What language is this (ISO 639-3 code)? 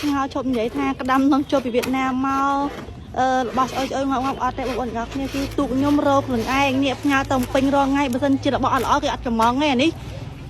khm